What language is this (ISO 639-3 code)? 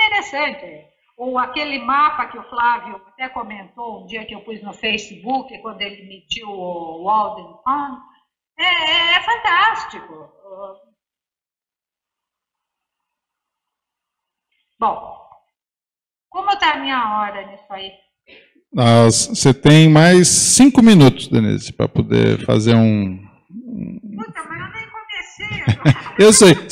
por